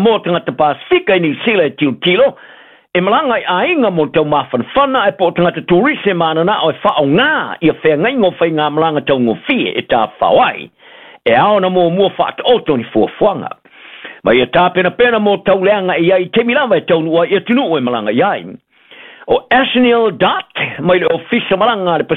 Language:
Samoan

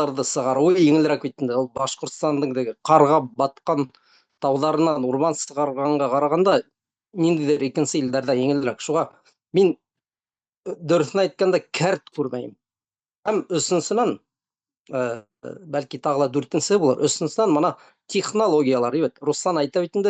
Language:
Bashkir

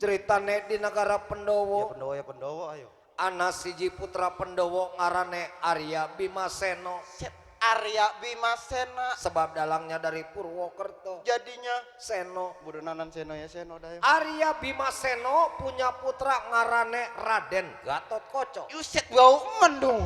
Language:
Betawi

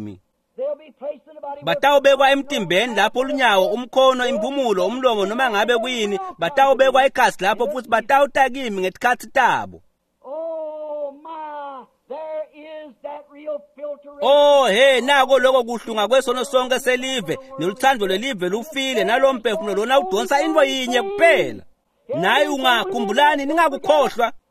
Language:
Swati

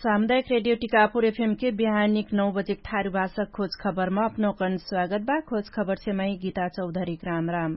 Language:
Dangaura Tharu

